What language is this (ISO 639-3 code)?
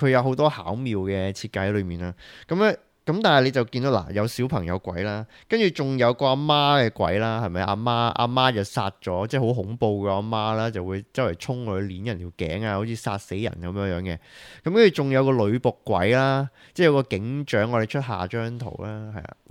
yue